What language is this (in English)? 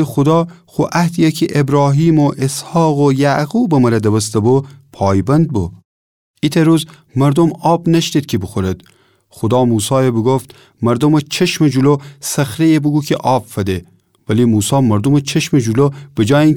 Gilaki